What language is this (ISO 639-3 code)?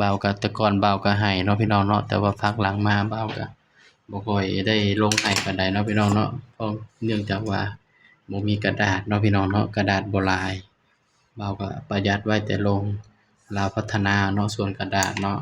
tts